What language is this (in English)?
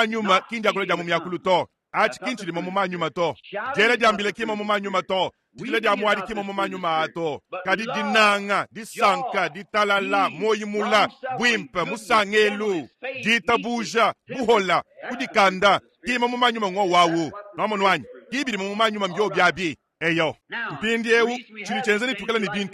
Luba-Lulua